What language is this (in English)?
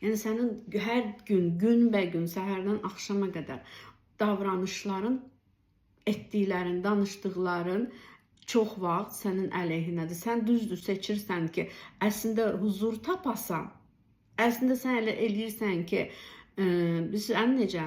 Azerbaijani